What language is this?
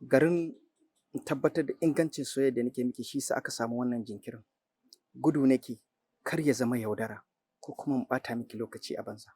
Hausa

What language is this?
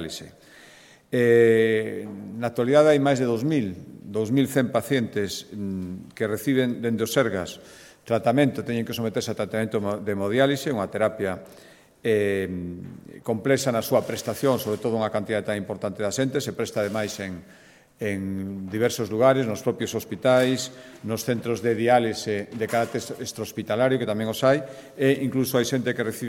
Galician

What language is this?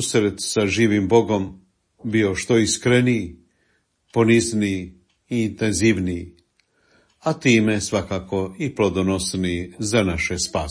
Croatian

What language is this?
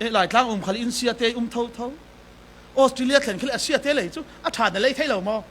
Falam Chin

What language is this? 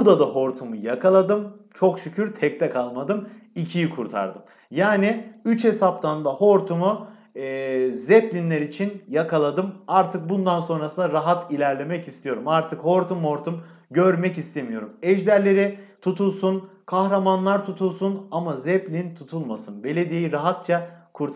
Turkish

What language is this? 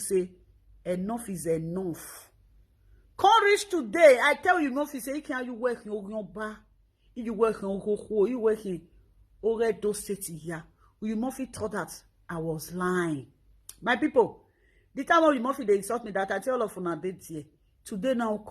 Nigerian Pidgin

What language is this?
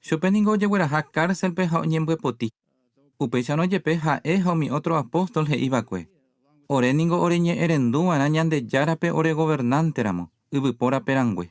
Guarani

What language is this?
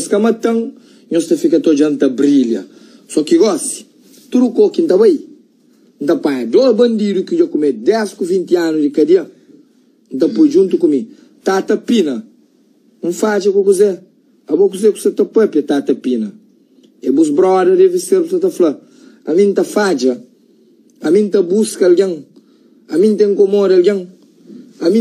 Kabuverdianu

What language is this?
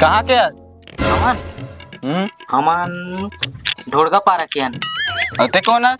Chhattisgarhi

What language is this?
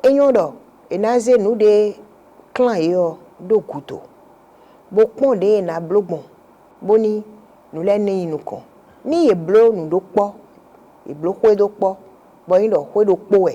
Fon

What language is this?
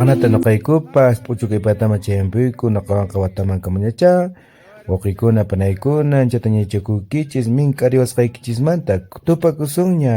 Quechua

